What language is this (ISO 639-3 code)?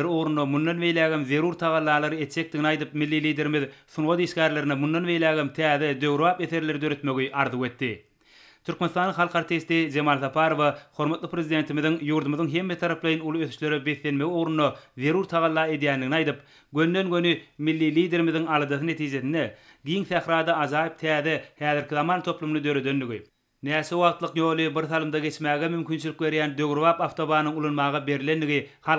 tuk